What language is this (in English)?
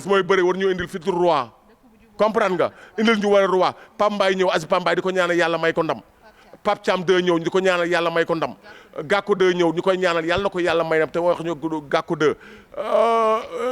Wolof